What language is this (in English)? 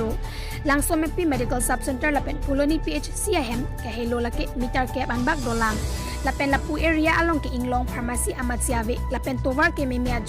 Karbi